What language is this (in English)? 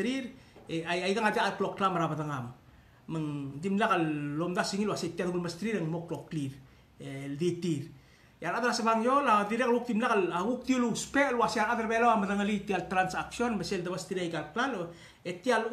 Palauan